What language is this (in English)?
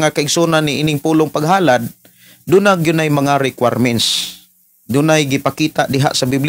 Cebuano